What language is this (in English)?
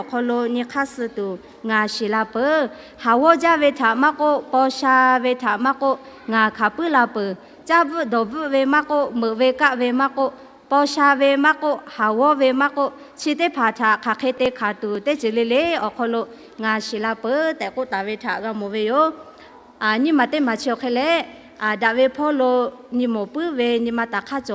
Lahu